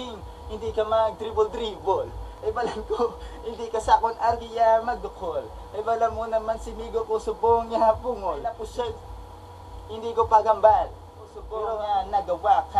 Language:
Hiligaynon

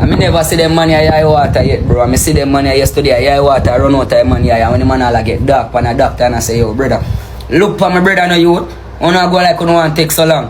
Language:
Jamaican Creole English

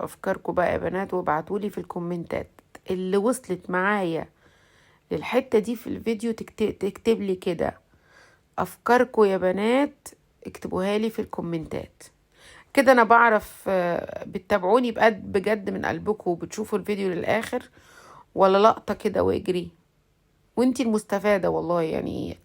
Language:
Egyptian Arabic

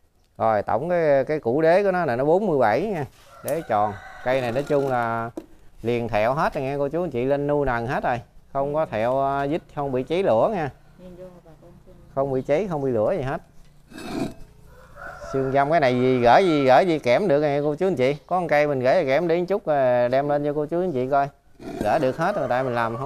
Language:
Vietnamese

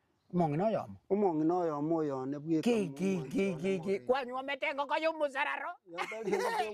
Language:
Gusii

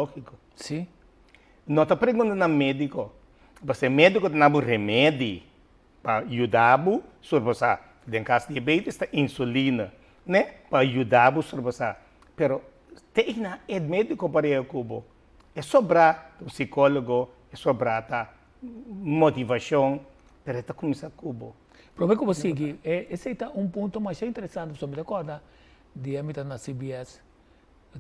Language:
Papiamento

